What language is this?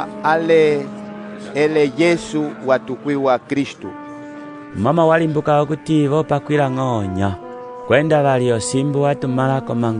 Umbundu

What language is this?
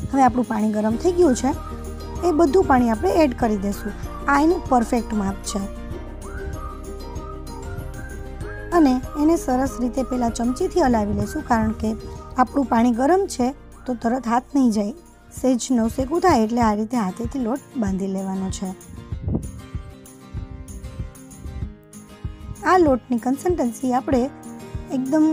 Gujarati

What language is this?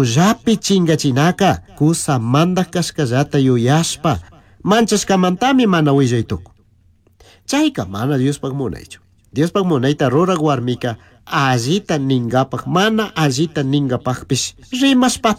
Chimborazo Highland Quichua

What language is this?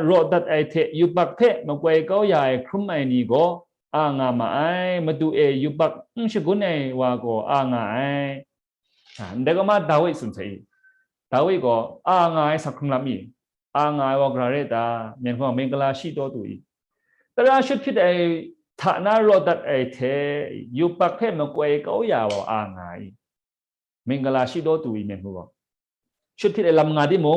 Kachin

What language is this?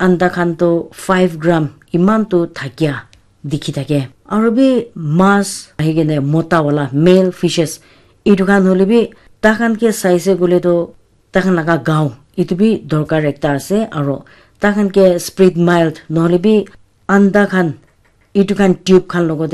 Naga Pidgin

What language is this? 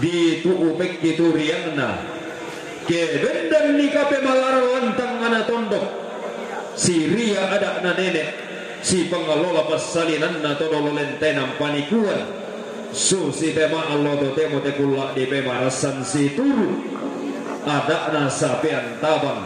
Toraja-Sa'dan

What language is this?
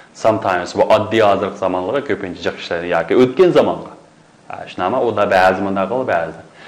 Uyghur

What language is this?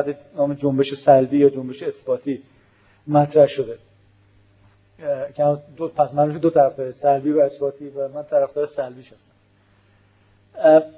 Persian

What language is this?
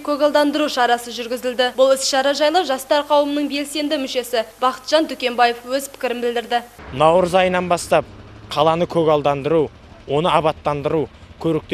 Kazakh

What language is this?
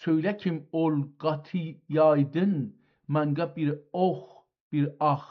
South Azerbaijani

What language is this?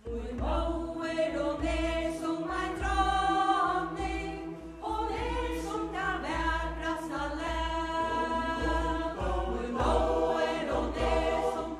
Faroese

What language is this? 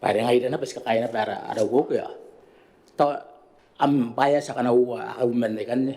Gilbertese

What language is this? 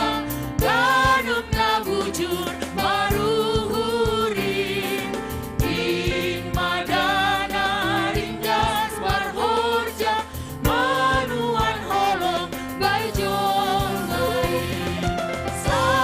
Batak Simalungun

